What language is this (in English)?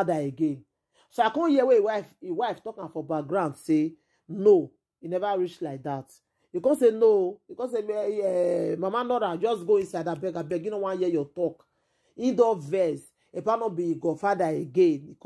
Nigerian Pidgin